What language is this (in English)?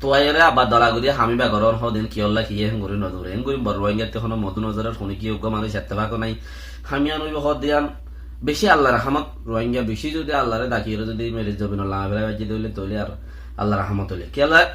Rohingya